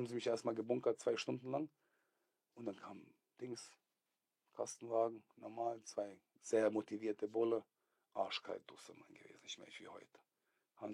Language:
Swiss German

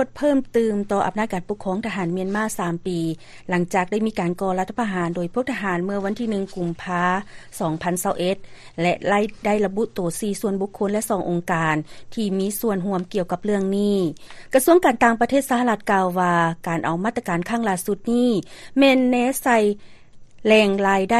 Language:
Lao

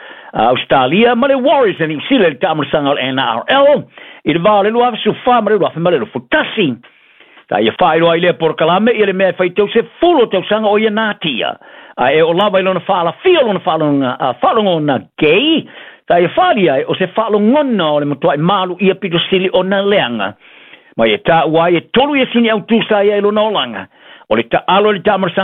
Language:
Samoan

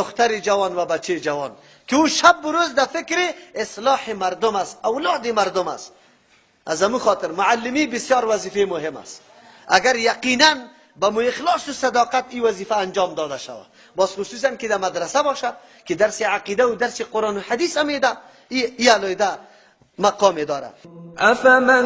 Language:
Persian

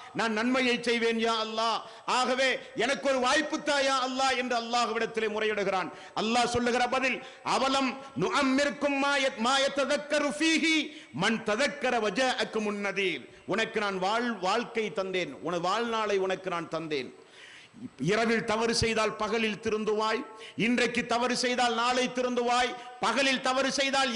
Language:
Tamil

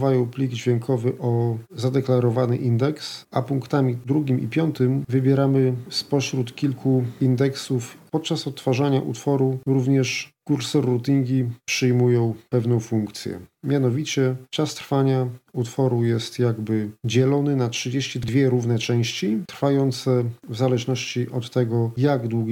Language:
Polish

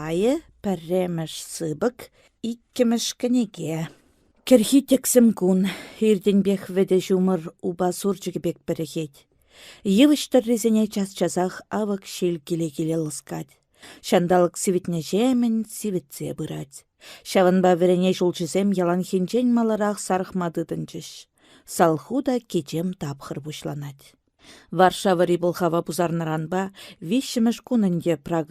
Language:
Chuvash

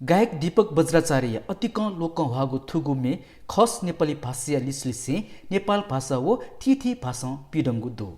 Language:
Newari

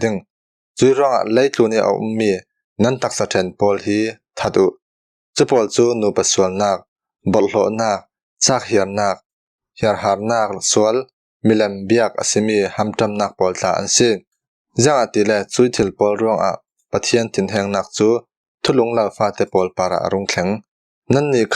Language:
Falam Chin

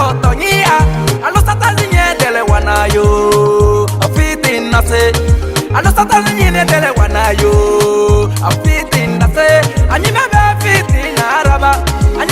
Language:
Ma'di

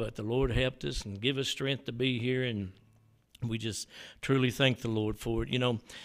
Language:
English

